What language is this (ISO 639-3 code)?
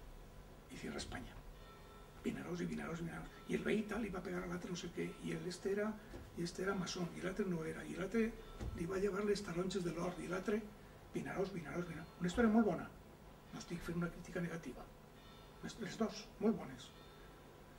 cat